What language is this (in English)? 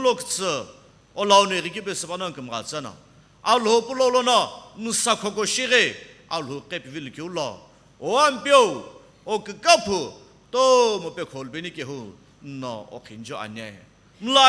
Sumi Naga